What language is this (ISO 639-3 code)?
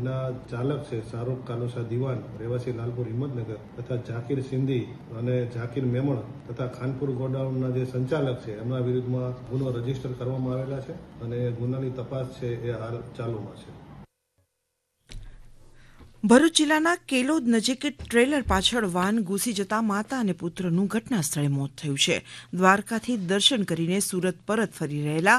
guj